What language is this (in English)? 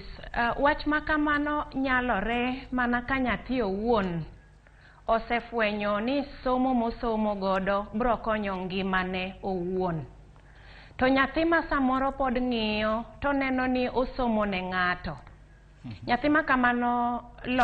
Luo (Kenya and Tanzania)